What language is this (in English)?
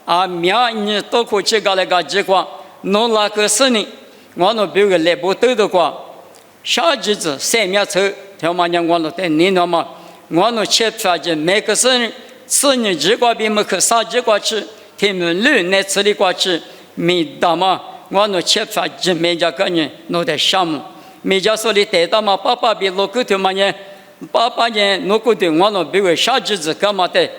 Lisu